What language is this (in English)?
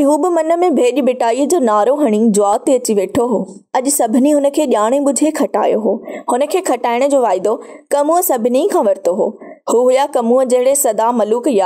Sindhi